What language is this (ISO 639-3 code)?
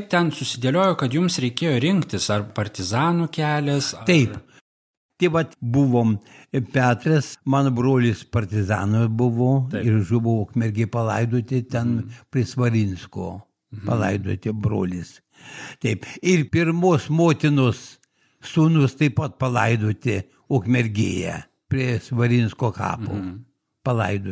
lit